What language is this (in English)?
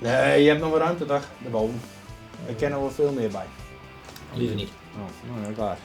Western Frisian